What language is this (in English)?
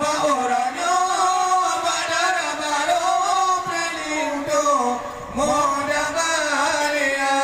Achinese